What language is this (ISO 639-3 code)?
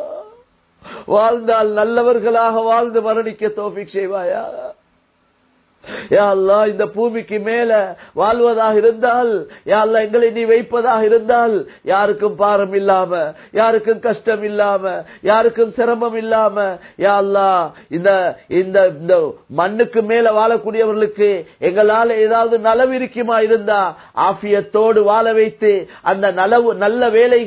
tam